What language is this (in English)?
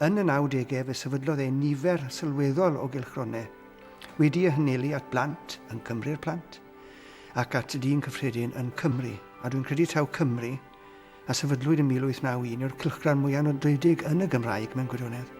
Welsh